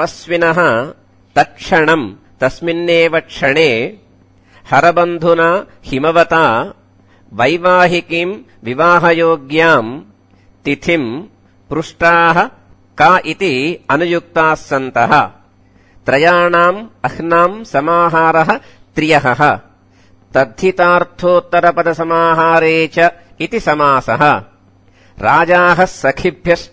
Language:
Sanskrit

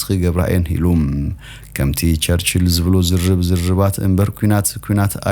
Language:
Tigrinya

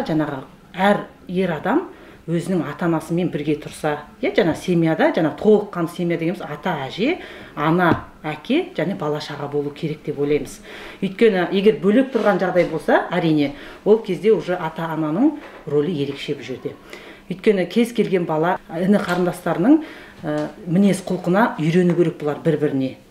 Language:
Kazakh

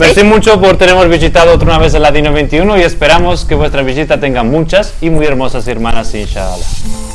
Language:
Ladino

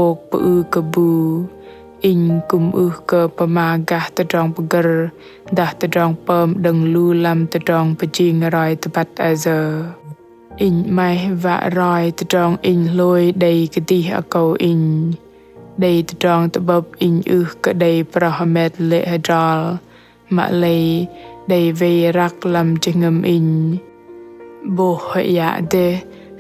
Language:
Bahnar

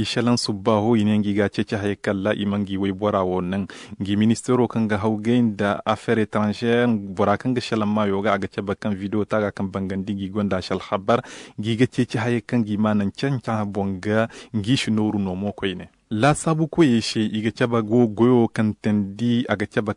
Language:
Zarma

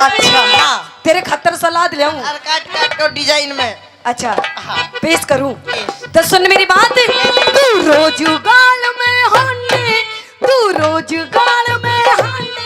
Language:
Haryanvi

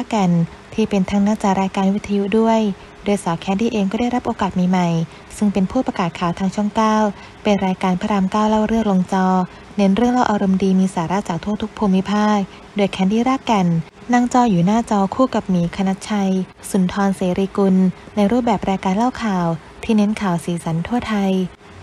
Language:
Thai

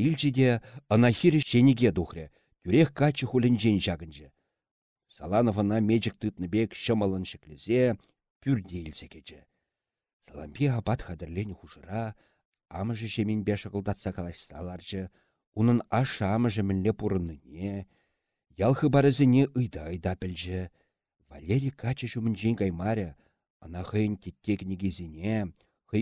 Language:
Chuvash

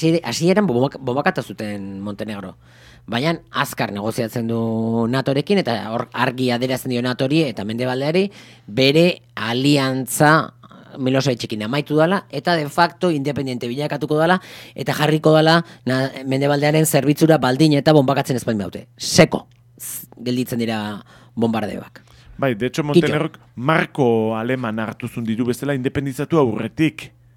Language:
Basque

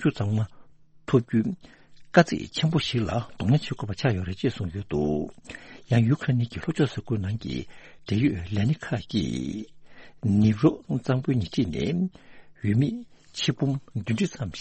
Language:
Tibetan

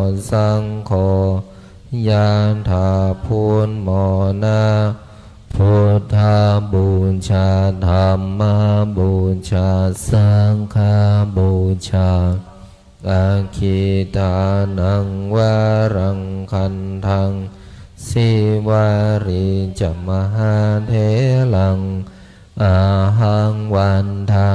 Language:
Pali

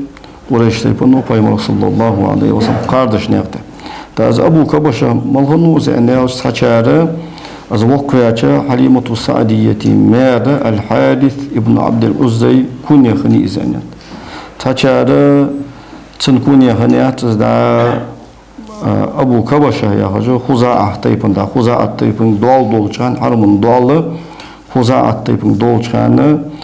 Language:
Ingush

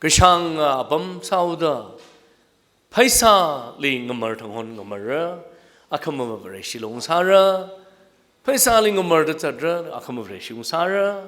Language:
Tangkhul Naga (India)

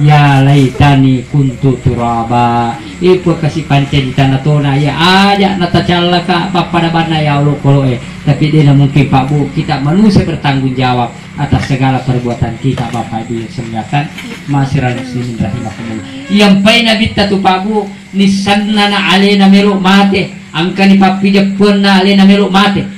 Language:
Buginese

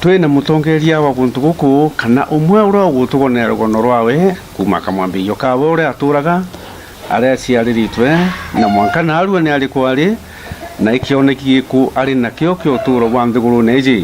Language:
Meru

